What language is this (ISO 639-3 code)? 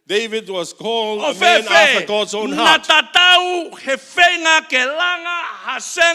ton